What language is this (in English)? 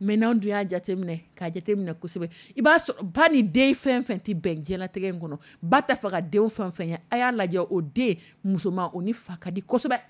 Dyula